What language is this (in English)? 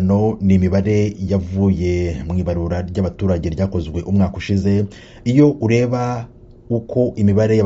Kinyarwanda